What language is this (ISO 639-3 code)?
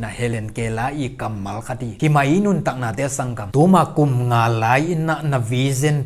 ctd